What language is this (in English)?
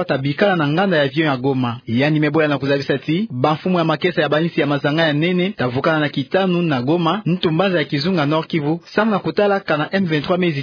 Kituba (Democratic Republic of Congo)